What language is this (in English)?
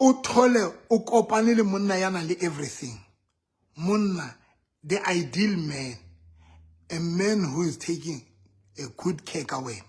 Southern Sotho